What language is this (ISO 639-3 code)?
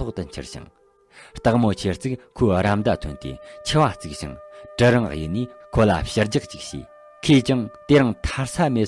bod